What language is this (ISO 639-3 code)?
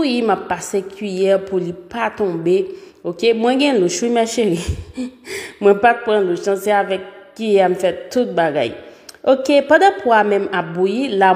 hat